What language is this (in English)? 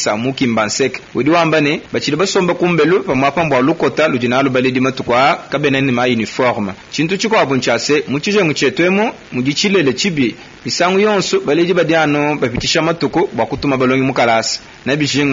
Luba-Lulua